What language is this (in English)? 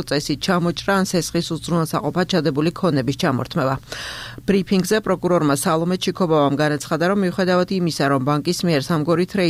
Georgian